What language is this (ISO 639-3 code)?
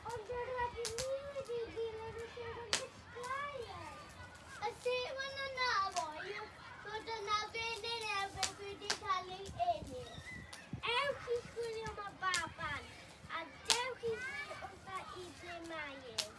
cym